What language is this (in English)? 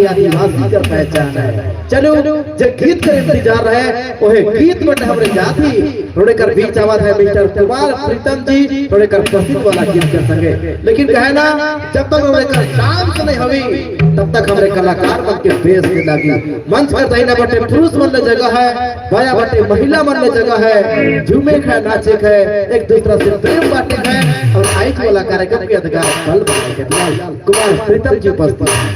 Sadri